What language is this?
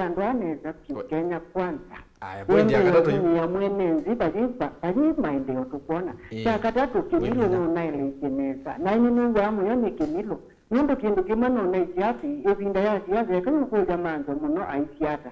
Kamba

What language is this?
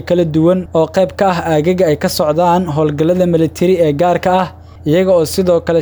Somali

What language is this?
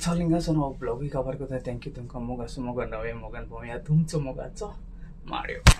Konkani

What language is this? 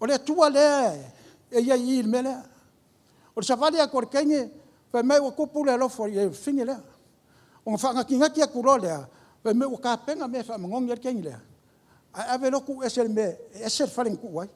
Samoan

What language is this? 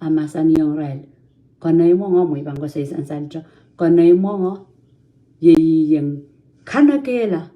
Pohnpeian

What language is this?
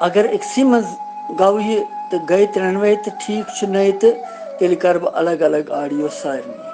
Kashmiri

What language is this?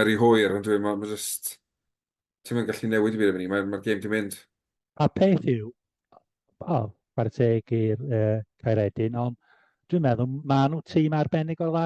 Welsh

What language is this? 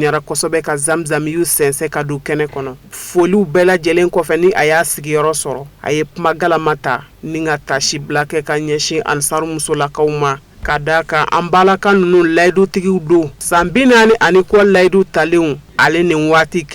Bambara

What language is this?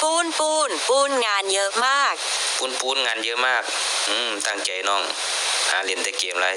Northeastern Thai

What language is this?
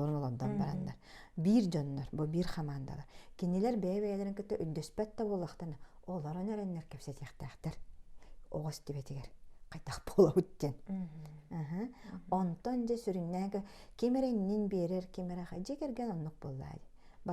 Yakut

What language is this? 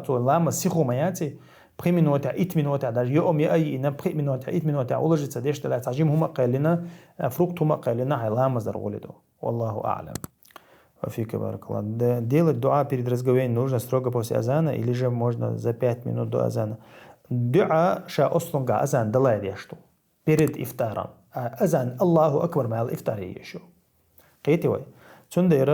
Chechen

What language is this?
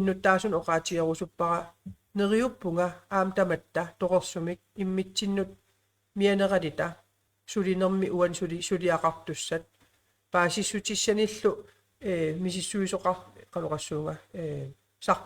Kalaallisut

